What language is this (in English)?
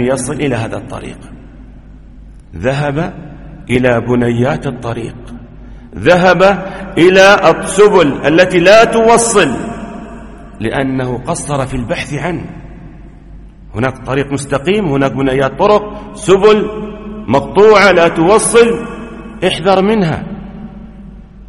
Arabic